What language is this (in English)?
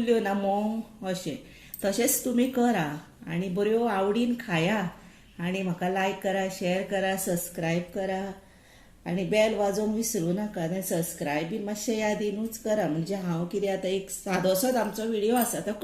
Konkani